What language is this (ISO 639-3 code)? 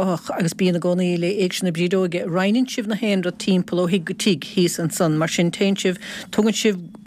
gle